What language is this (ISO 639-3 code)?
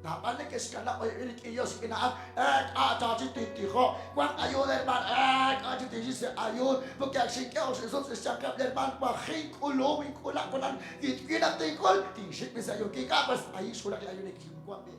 kek